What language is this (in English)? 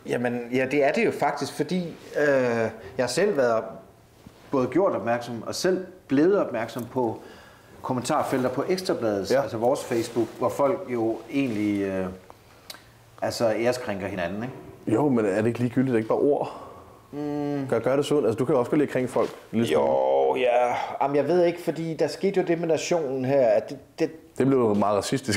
Danish